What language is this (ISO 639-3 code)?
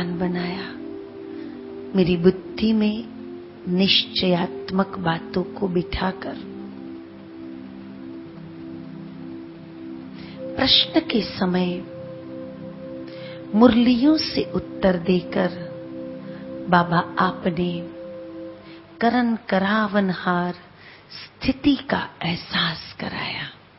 hin